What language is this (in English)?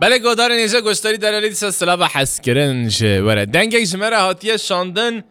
Kurdish